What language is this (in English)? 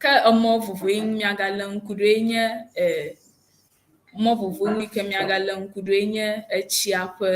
Ewe